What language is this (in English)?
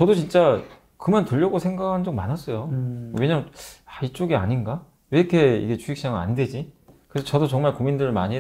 Korean